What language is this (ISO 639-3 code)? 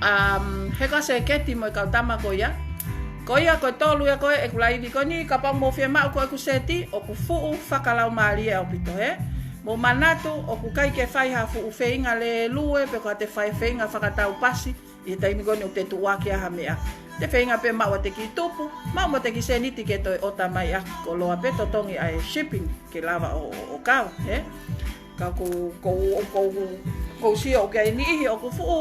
ton